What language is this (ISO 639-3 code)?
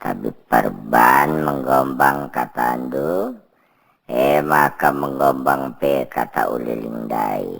btx